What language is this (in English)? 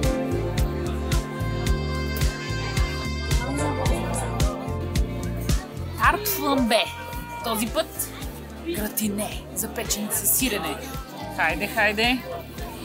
Bulgarian